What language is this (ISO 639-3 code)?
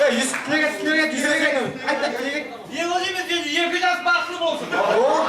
kaa